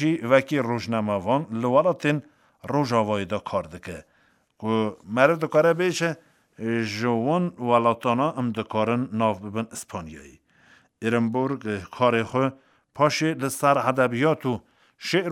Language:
Kurdish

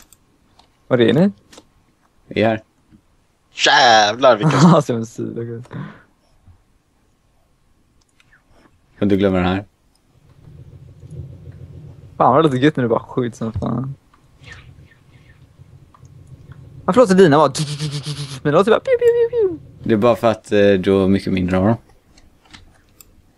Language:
Swedish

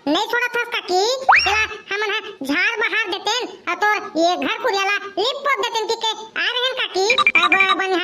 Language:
Chhattisgarhi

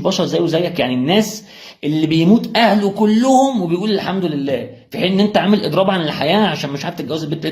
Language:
Egyptian Arabic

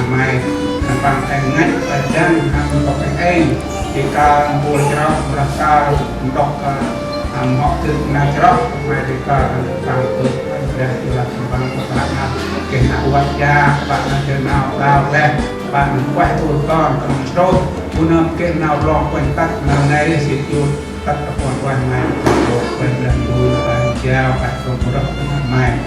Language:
Central Mnong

